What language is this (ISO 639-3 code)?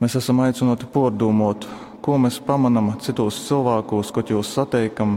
ltg